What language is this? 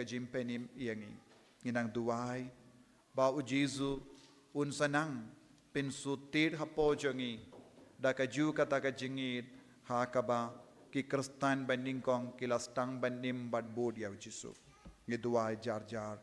Khasi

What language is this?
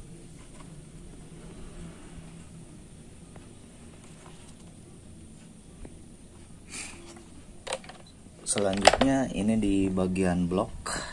Indonesian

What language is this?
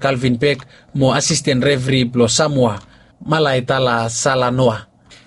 Bislama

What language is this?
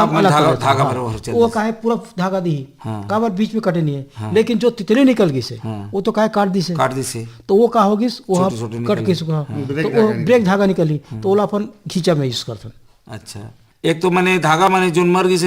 Chhattisgarhi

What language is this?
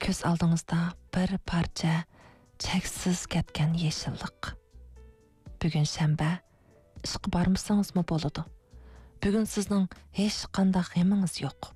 Uyghur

